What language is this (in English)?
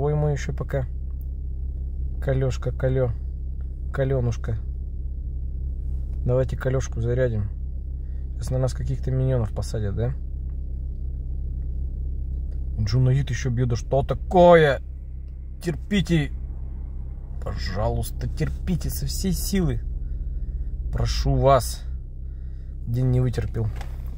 Russian